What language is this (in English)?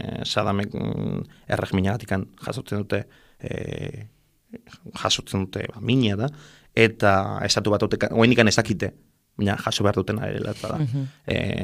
Basque